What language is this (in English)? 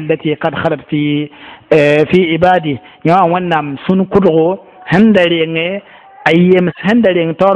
Mossi